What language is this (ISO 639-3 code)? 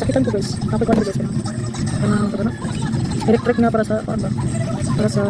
ceb